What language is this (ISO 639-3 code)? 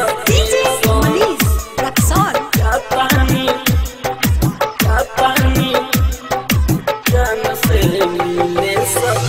bho